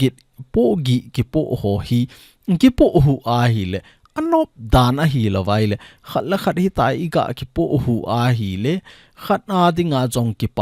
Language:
Thado Chin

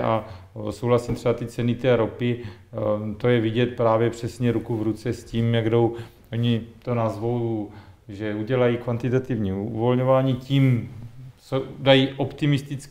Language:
Czech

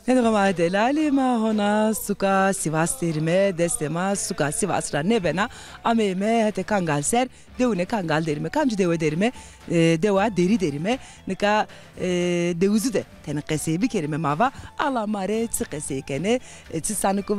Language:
Zaza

